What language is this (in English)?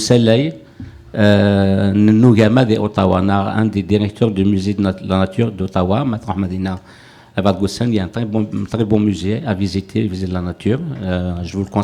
Kabyle